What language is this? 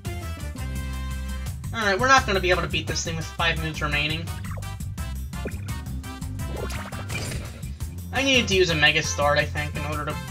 English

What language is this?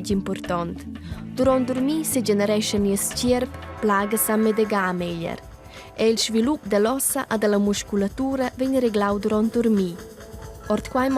Romansh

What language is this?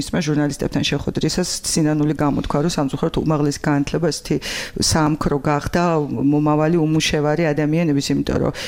Georgian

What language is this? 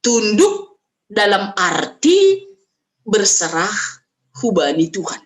Batak Simalungun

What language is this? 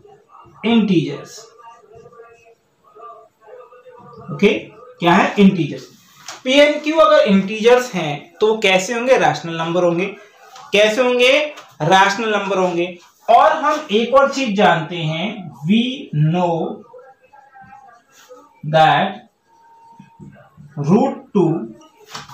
Hindi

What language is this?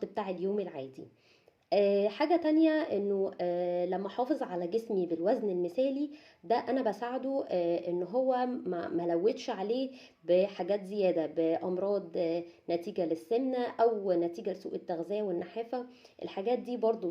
Egyptian Arabic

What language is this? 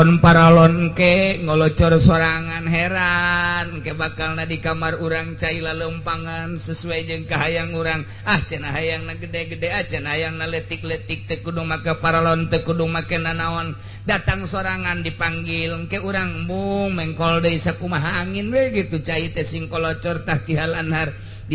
Sundanese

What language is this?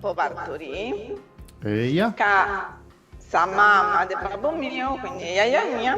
Sardinian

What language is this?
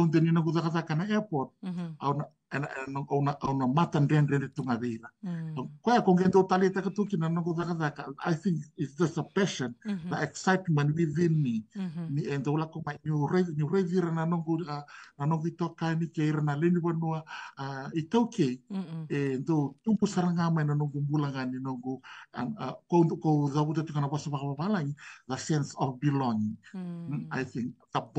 Fijian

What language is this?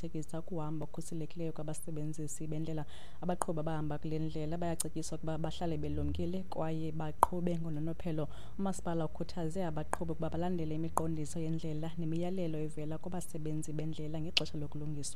Xhosa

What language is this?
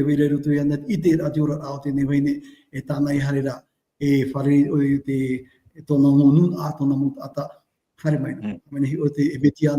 Tahitian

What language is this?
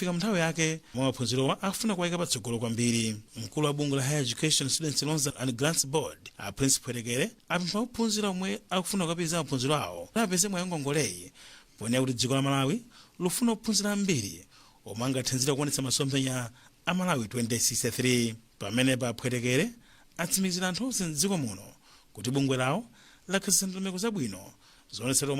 Nyanja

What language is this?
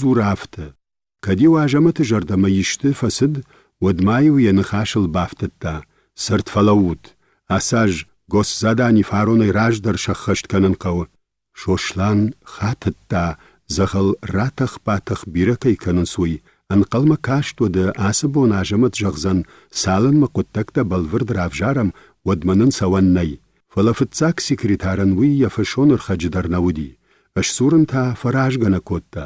Ossetic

